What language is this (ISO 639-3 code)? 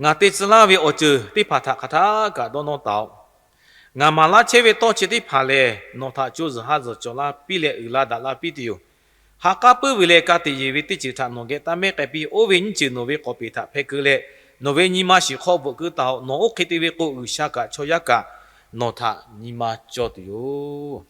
lhu